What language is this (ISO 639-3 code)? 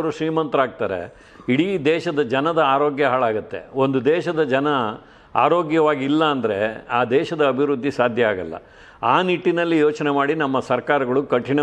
kan